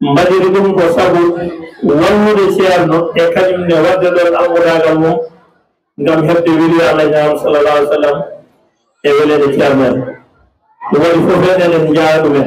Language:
Fula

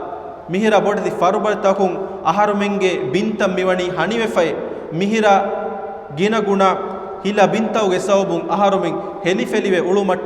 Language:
Divehi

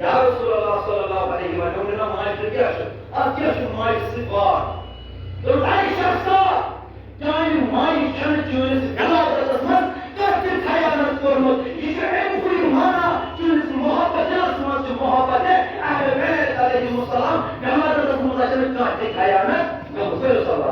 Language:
Kashmiri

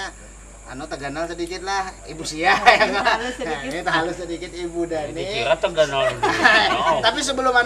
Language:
Banjar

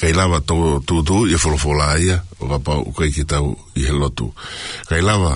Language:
Tongan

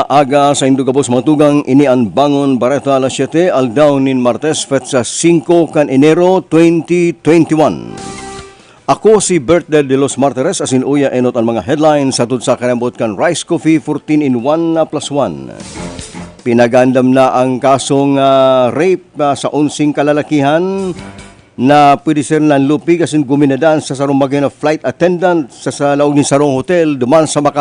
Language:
Bikol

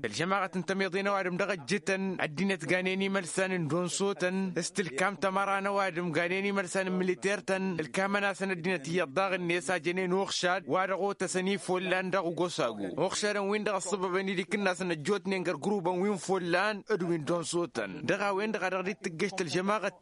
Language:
Tamasheq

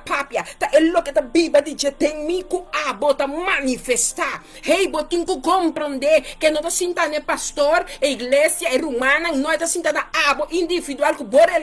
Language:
Papiamento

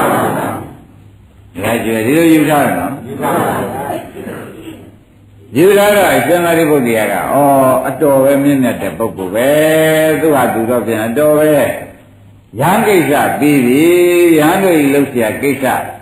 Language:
Burmese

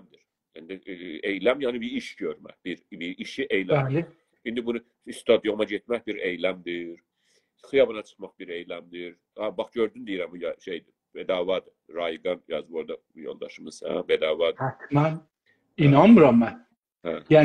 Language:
South Azerbaijani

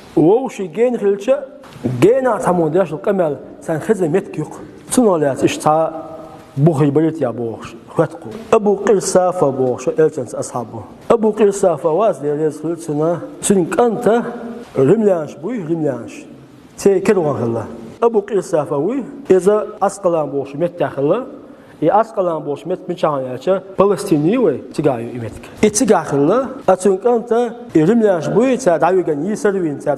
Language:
Chechen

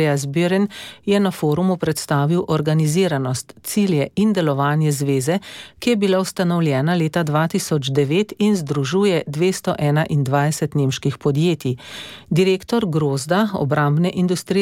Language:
Slovenian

